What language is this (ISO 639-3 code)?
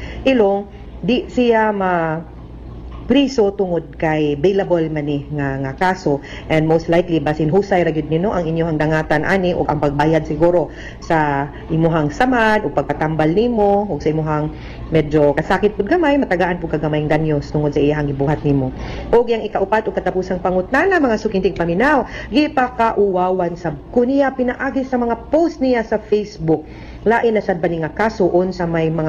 ceb